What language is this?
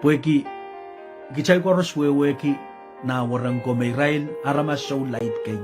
Pohnpeian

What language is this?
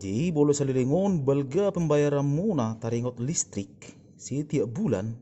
Batak Toba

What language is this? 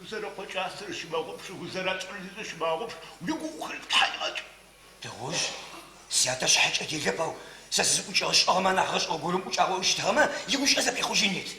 Adyghe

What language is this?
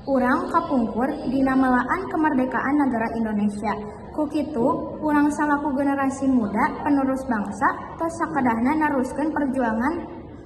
Sundanese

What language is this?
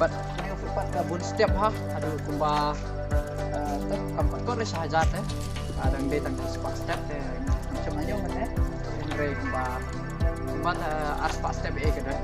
Khasi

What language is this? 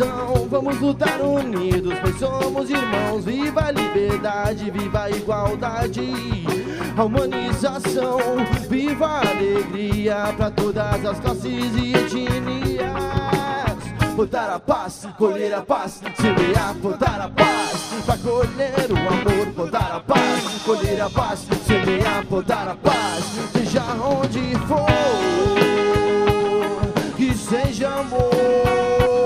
Portuguese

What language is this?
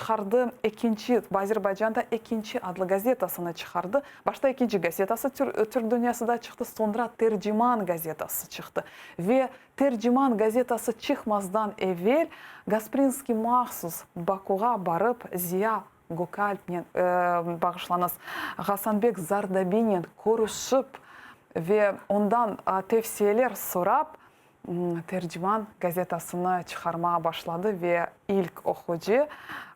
Crimean Tatar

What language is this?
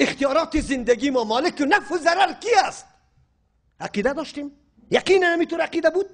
Persian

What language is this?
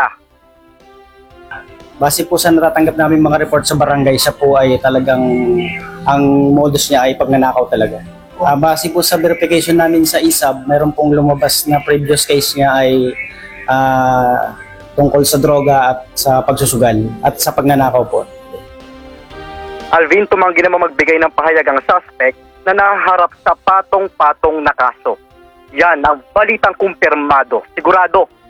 Filipino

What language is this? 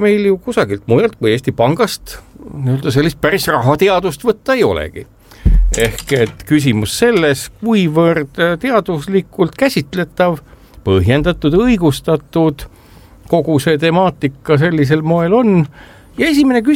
Estonian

